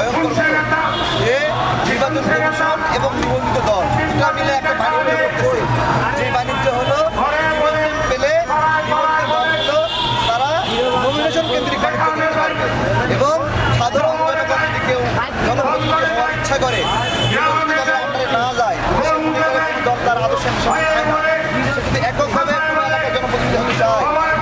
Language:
Bangla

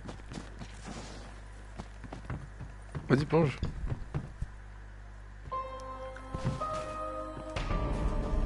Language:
French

